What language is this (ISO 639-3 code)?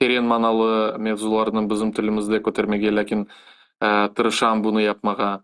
crh